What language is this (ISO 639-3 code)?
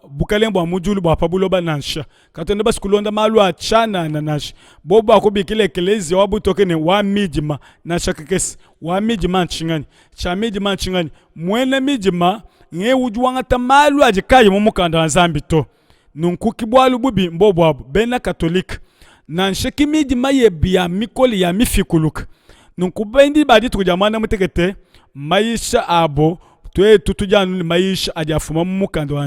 lua